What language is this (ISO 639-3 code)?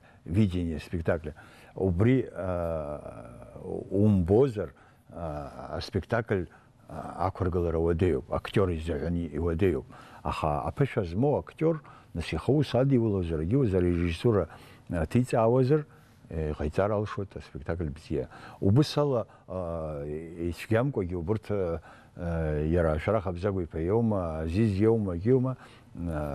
abk